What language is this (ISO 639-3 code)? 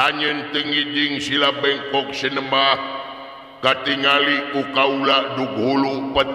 sun